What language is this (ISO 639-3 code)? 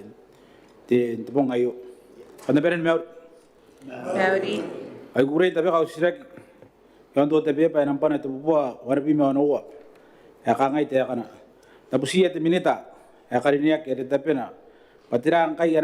gil